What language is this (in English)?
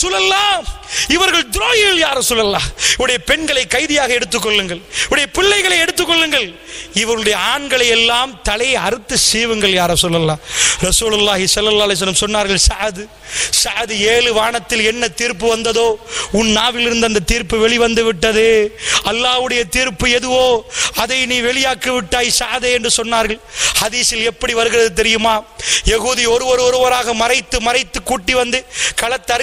Tamil